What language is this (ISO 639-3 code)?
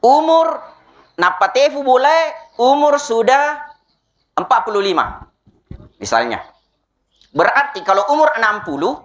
bug